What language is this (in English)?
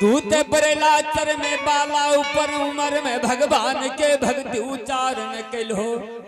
Angika